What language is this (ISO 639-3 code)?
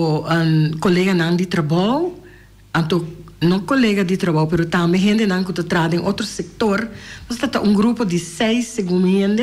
pap